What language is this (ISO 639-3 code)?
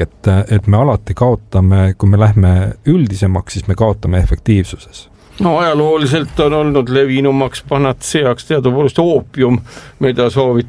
est